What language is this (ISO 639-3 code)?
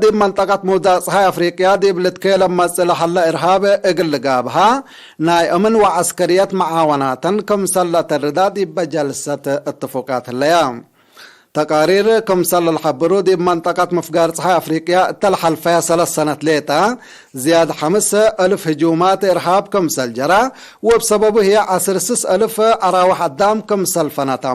tig